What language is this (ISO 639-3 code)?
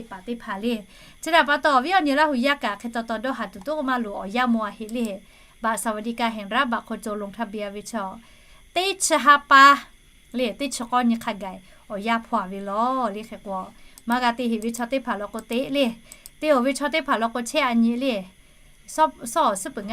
lhu